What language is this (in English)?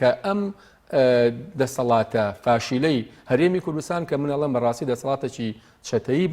Central Kurdish